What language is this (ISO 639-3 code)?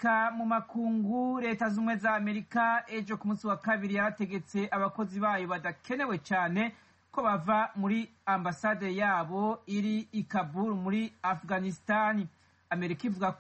kin